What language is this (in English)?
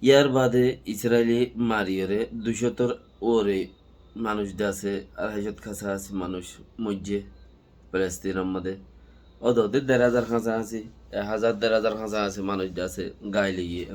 Rohingya